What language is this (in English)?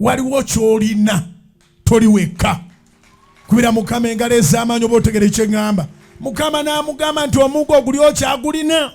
Ganda